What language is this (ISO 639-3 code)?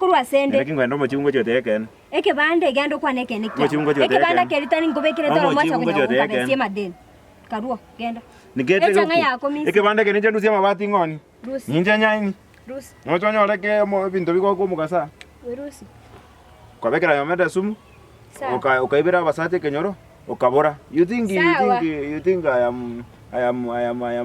guz